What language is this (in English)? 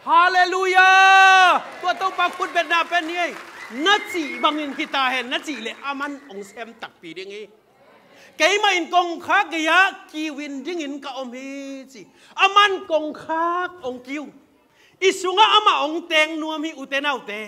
Tedim Chin